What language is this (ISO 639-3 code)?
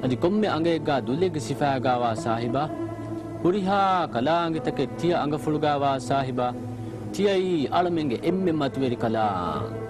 div